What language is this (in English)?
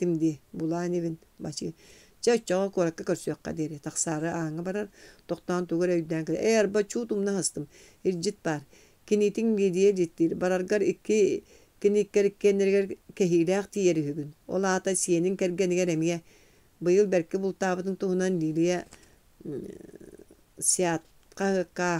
Yakut